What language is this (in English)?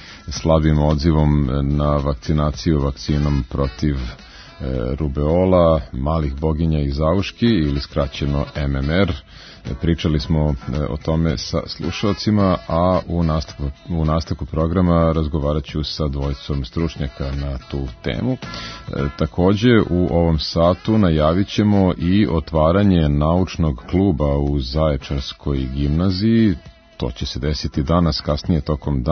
Serbian